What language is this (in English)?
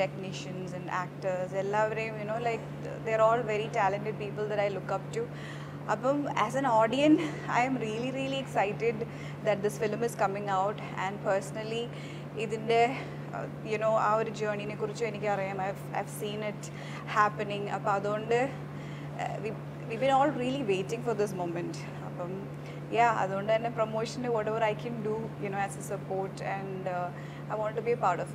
Malayalam